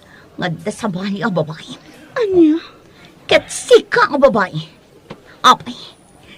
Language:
Iloko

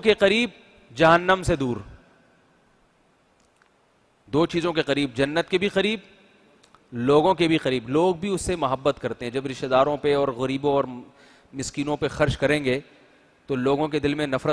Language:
Urdu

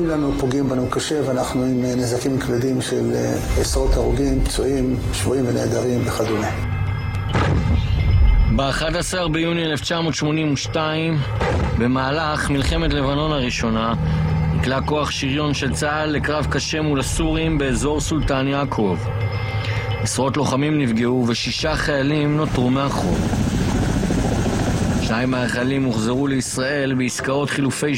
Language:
Hebrew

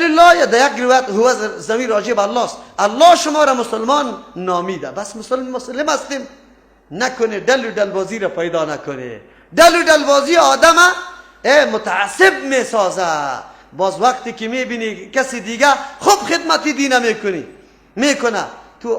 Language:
Persian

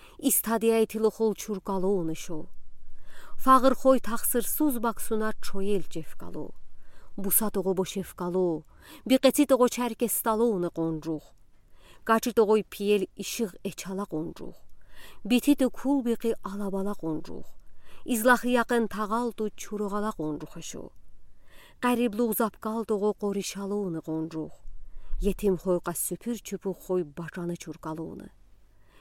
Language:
Udi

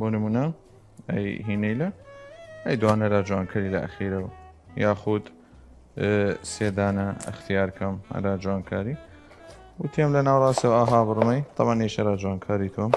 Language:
Southern Kurdish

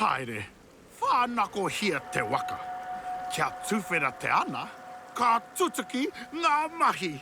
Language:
Māori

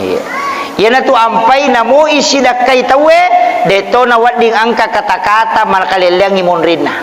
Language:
Buginese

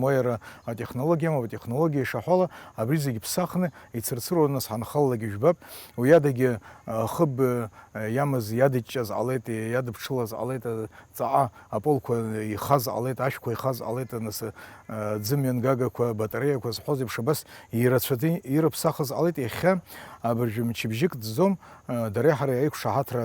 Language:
Abkhazian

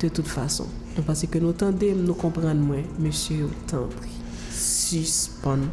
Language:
Haitian Creole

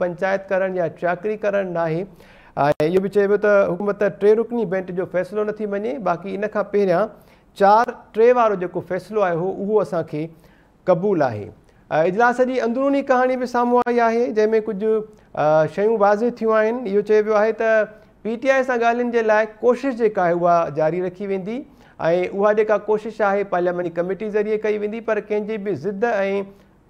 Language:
Sindhi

